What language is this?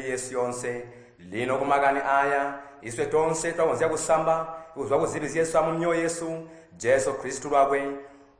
Tonga (Zambia)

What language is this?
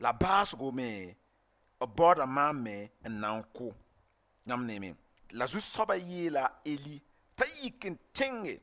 Mossi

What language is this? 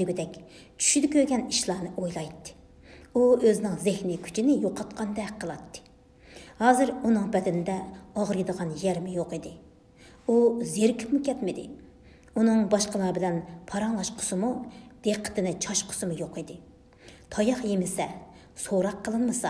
Uyghur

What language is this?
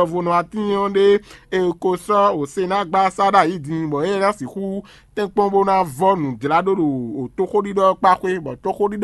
Fon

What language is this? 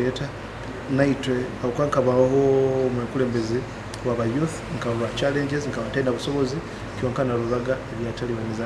Nyoro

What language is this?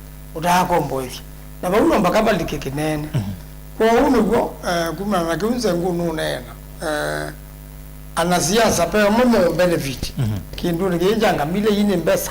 Kamba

